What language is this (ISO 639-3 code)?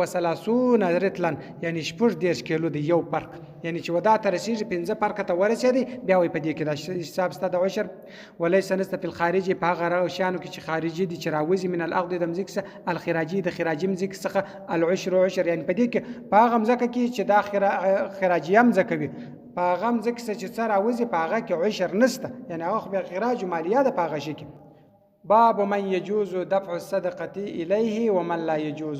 pus